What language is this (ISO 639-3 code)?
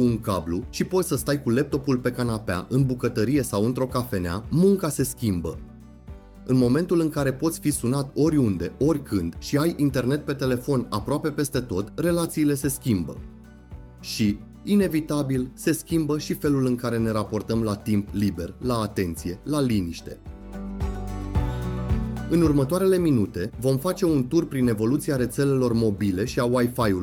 ron